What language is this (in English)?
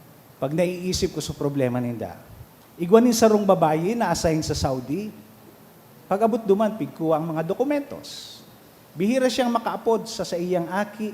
Bikol